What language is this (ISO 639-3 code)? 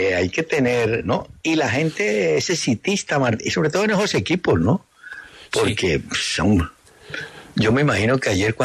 spa